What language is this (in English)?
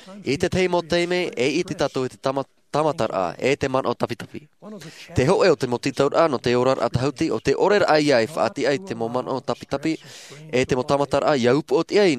Tahitian